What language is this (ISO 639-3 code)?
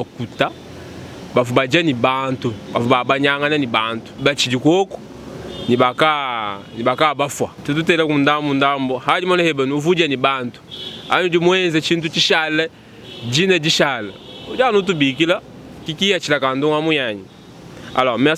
lua